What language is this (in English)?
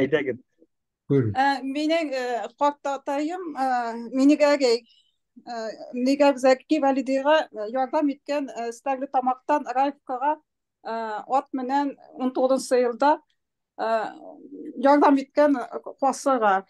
Bashkir